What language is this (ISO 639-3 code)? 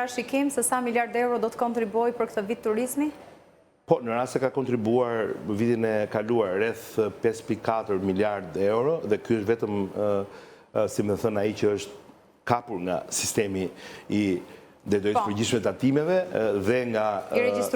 sqi